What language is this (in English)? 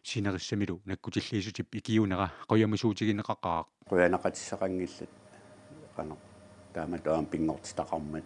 Kalaallisut